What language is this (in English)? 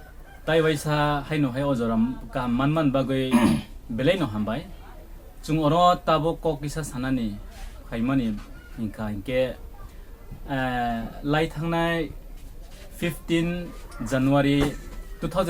Riang (India)